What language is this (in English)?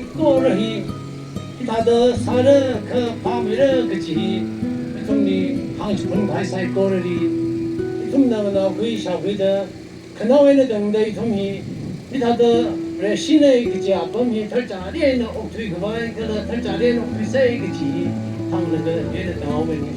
Tangkhul Naga (India)